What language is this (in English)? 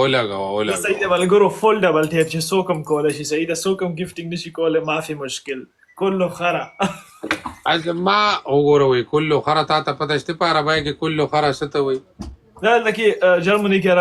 Pashto